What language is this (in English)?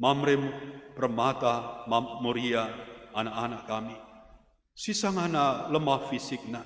Batak Karo